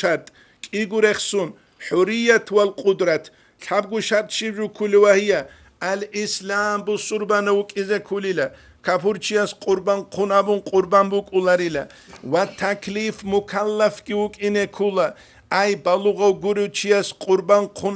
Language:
Avaric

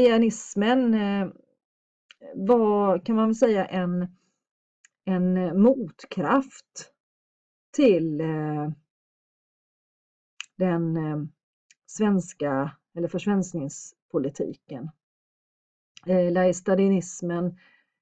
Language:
Swedish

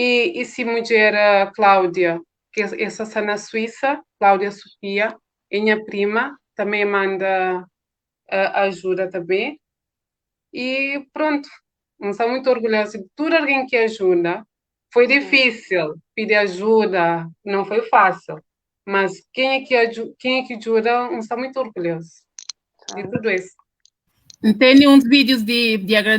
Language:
Kabuverdianu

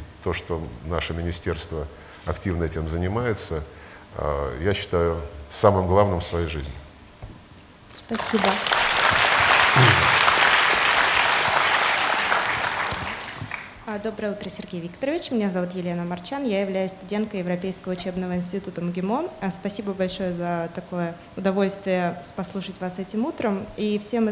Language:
Russian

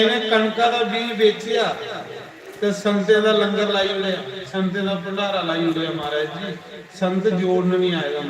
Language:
Dogri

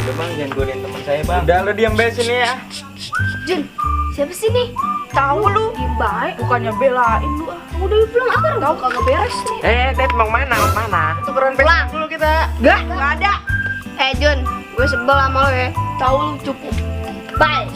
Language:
Betawi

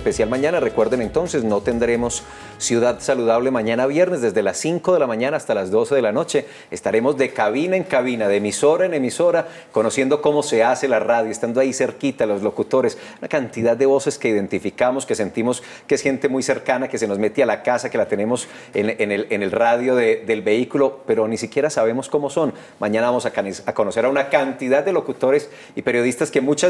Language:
Spanish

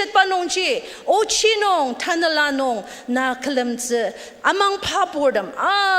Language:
Ao Naga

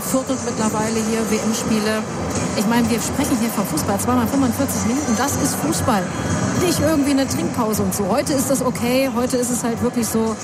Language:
German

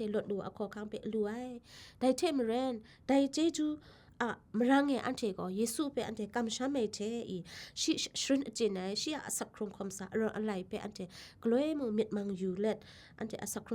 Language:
Kachin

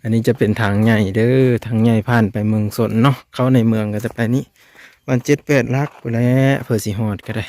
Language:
Lao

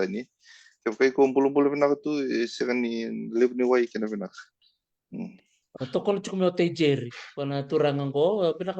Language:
Fijian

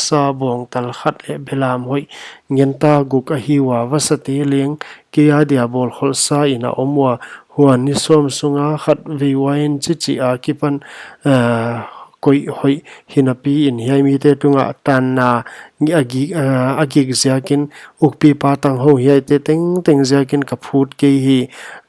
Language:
Paite Chin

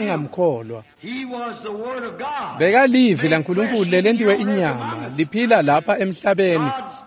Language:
Swati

